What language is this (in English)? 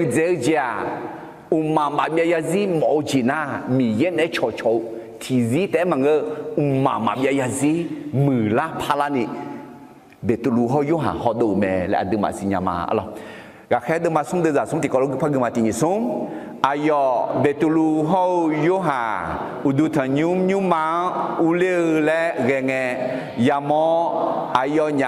Akha